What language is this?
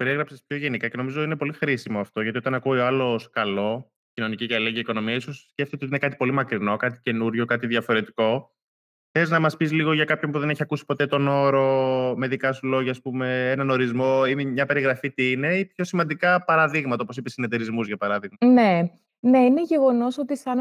Greek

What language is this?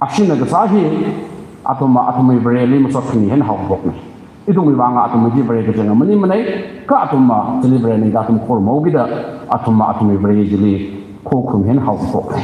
Tangkhul Naga (India)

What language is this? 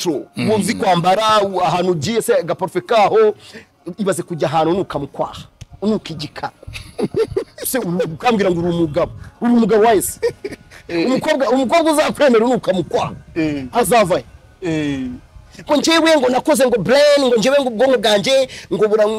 Kinyarwanda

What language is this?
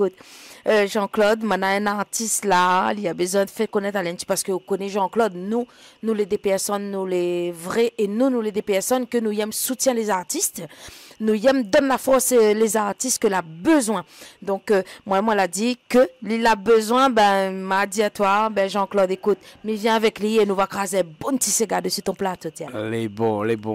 Réunion Creole French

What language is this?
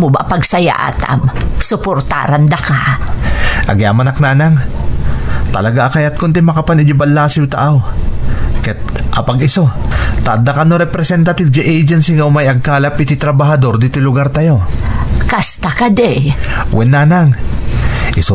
Iloko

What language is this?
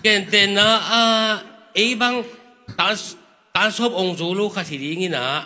Tedim Chin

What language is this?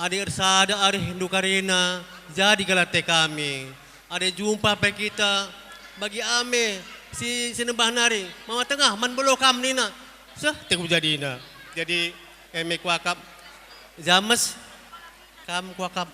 Batak Karo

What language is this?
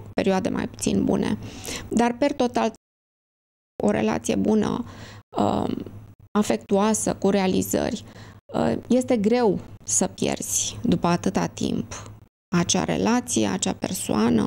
Romanian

